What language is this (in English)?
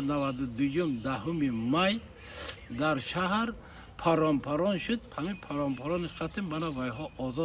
Tajik